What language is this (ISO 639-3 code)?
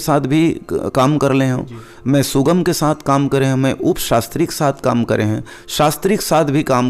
hne